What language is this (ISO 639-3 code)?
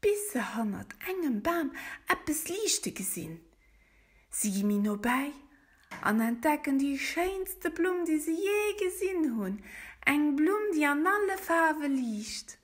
ltz